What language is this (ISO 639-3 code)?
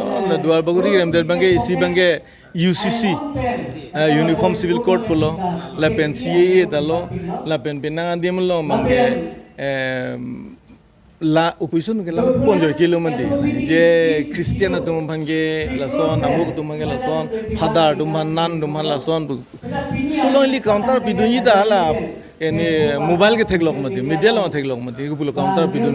mjw